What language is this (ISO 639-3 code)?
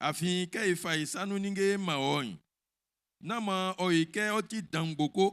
bci